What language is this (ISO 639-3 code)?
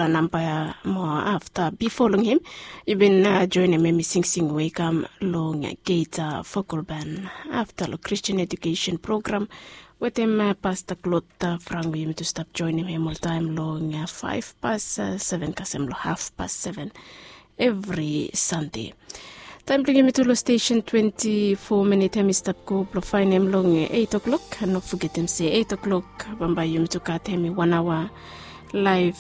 bis